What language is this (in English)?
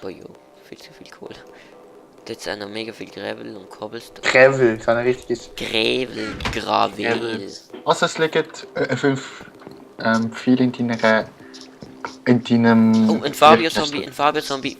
Swiss German